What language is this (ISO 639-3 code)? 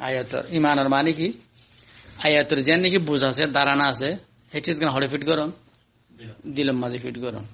rhg